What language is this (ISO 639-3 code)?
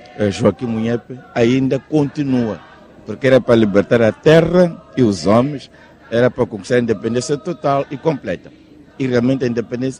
por